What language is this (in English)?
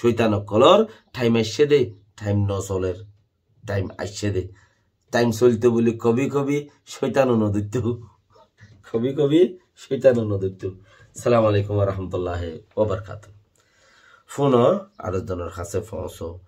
Rohingya